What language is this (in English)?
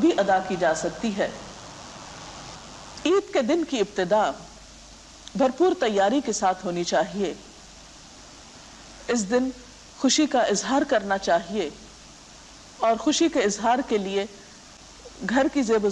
Urdu